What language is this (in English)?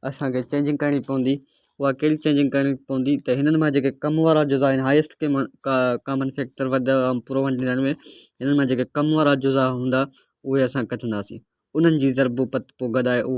Sindhi